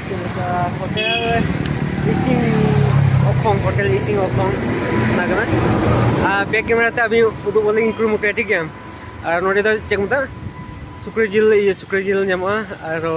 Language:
Santali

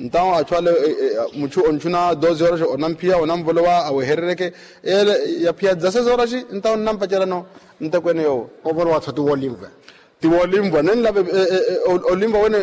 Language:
Makhuwa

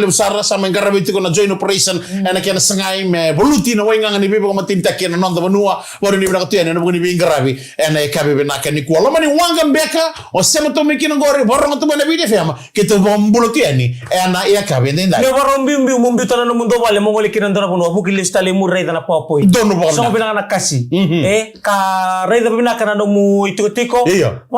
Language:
Fijian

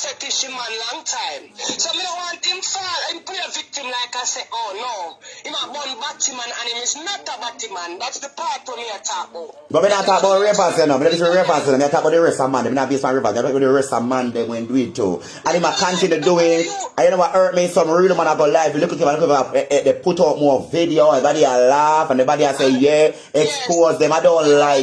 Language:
Jamaican Creole English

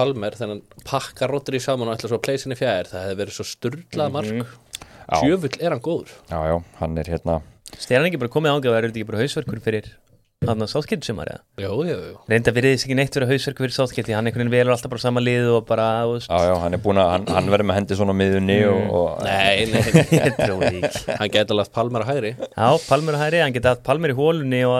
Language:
Icelandic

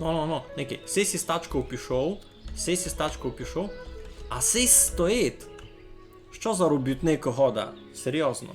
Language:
Rusyn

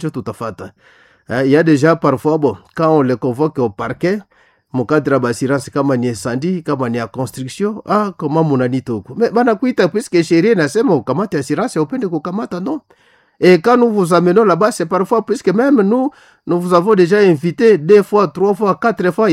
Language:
Swahili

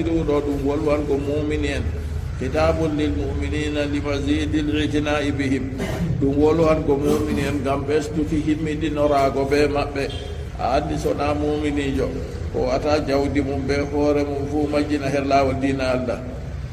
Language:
Fula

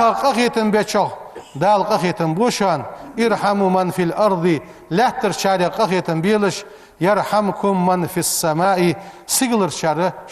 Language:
Ingush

